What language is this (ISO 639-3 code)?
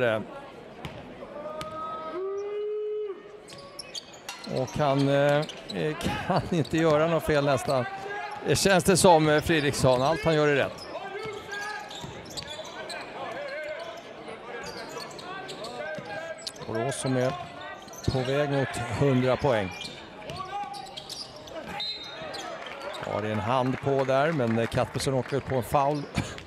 swe